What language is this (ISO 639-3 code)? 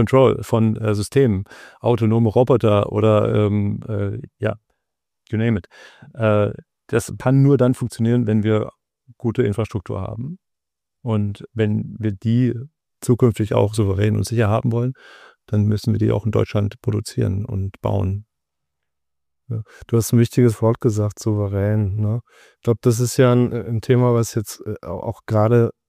deu